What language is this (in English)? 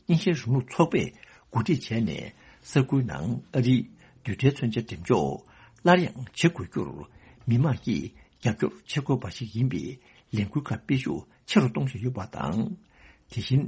Tibetan